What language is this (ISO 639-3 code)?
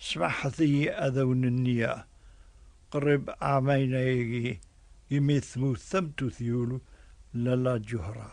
kab